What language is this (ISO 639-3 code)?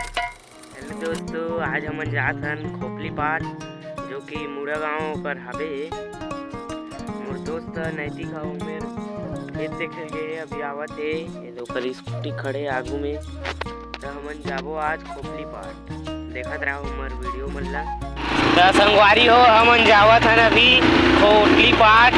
hne